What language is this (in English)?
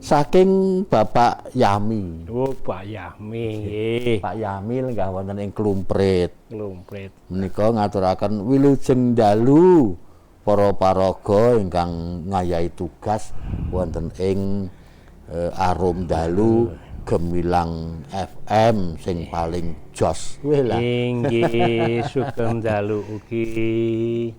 Javanese